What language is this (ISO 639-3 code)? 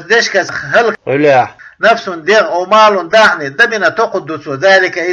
che